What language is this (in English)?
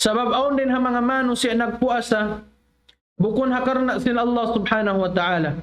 Tausug